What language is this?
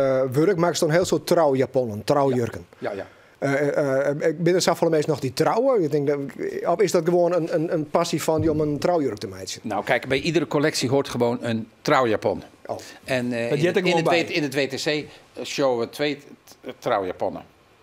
Western Frisian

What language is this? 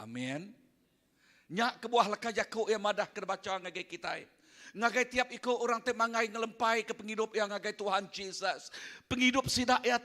Iban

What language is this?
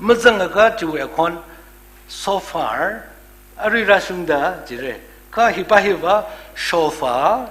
Tangkhul Naga (India)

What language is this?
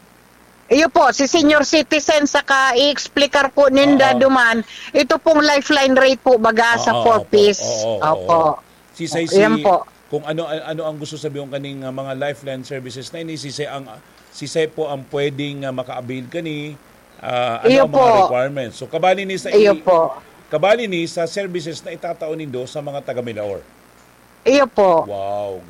Bikol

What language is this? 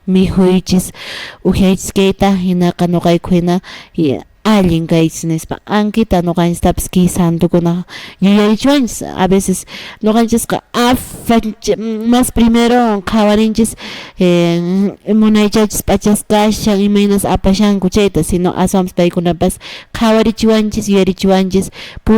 Quechua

